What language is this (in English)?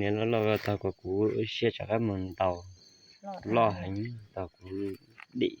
Hmong